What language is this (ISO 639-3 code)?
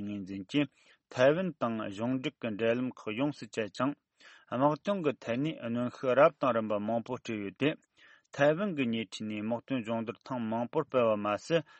bod